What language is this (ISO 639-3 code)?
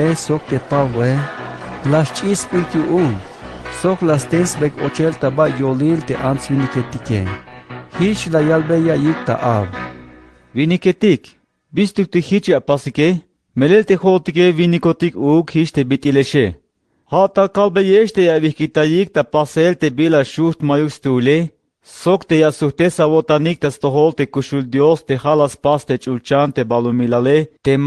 tzh